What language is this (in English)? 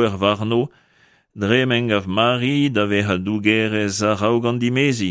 Breton